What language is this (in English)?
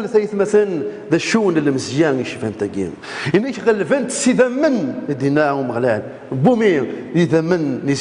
Kabyle